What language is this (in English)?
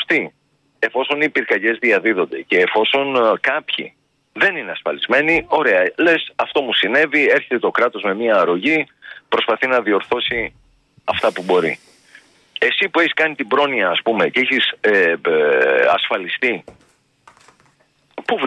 Greek